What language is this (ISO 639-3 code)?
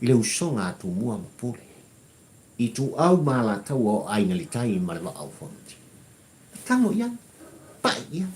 smo